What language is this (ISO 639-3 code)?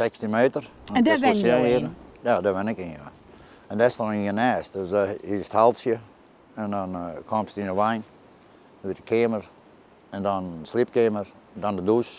fry